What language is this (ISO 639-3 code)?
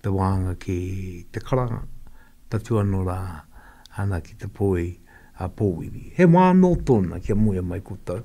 mri